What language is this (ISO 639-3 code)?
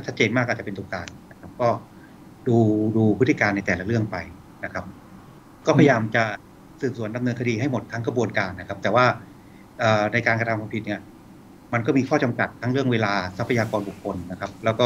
tha